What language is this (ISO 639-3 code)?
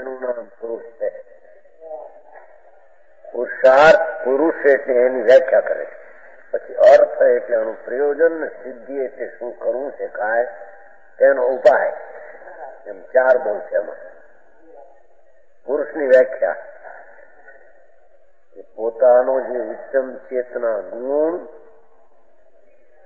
guj